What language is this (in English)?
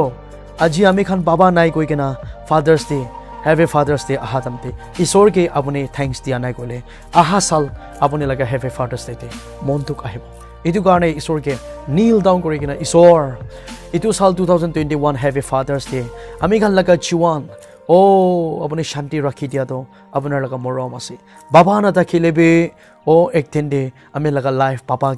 Naga Pidgin